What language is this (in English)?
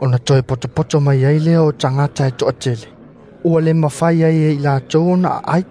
Samoan